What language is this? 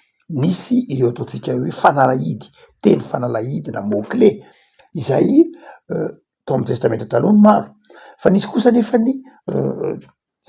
Malagasy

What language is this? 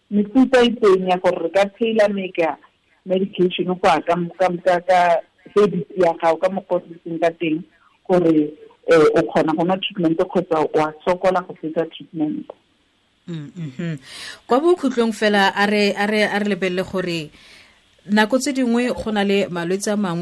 Tswana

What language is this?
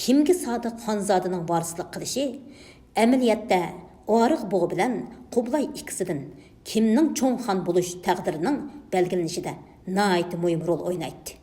Uyghur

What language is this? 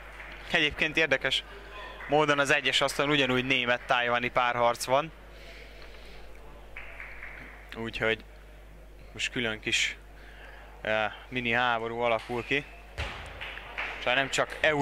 Hungarian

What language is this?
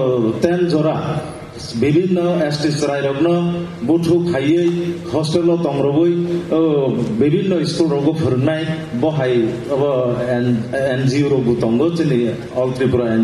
Kok Borok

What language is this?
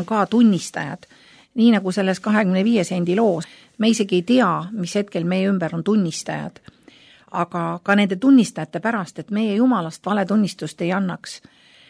Estonian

